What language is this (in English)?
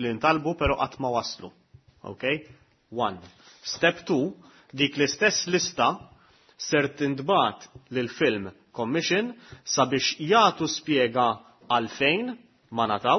Maltese